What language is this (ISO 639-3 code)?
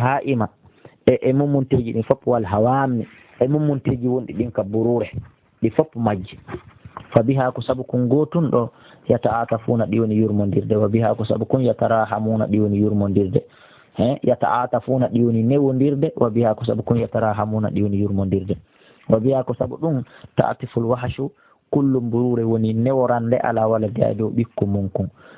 fuf